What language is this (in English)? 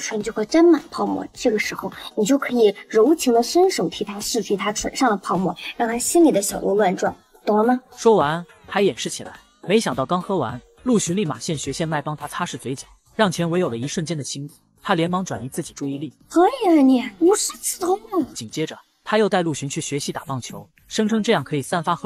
Chinese